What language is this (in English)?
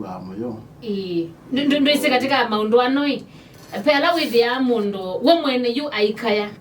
Kamba